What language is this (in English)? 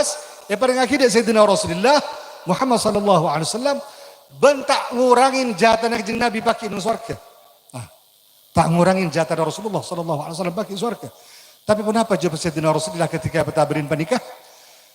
Madurese